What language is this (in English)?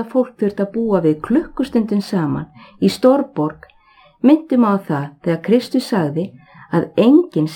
Icelandic